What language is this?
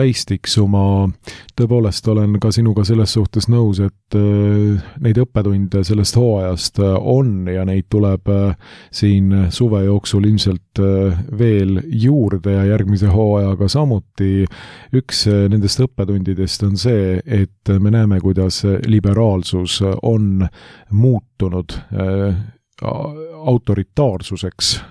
Estonian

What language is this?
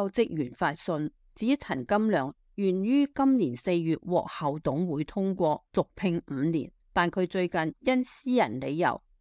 Cantonese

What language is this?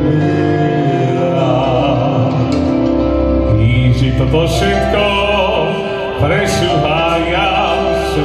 Slovak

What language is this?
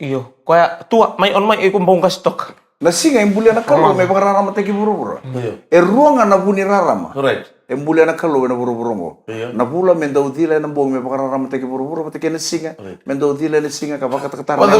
Fijian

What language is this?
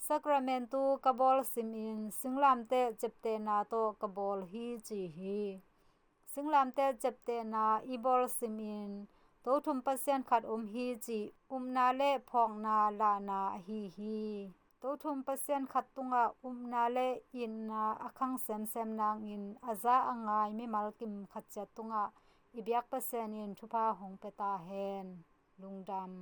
Tedim Chin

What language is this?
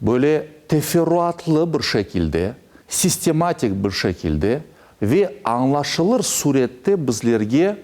Crimean Tatar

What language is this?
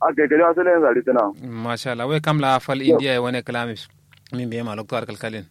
Kanuri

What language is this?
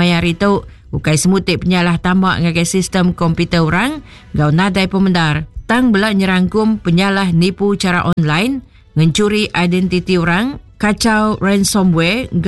Iban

